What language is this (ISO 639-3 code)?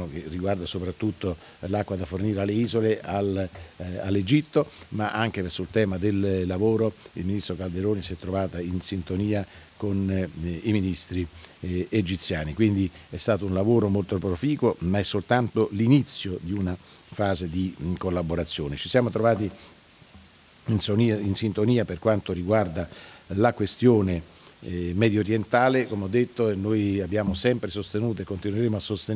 ita